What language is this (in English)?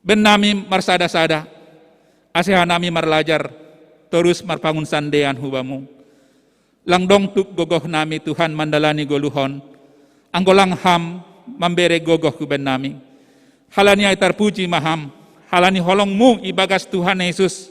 Batak Simalungun